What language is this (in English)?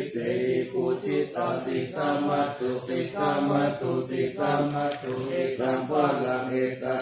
Pali